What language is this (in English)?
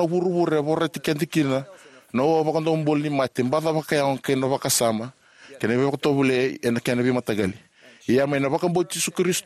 Fijian